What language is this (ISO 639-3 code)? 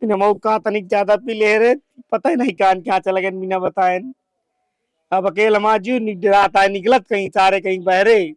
awa